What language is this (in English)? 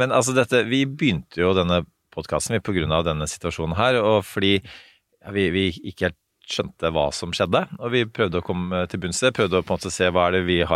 Norwegian